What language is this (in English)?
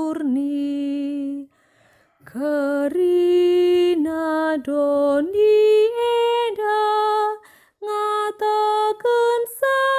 Batak Karo